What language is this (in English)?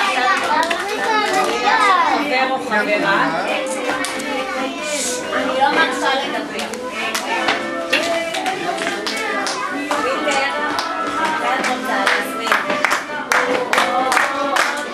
Hebrew